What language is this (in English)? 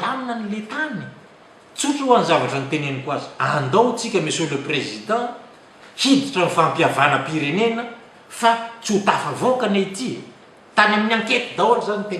Malagasy